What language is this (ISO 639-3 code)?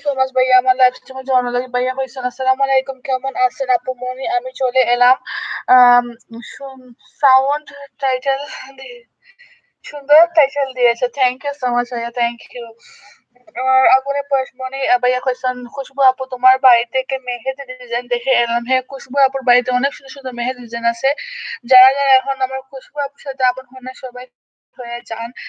syl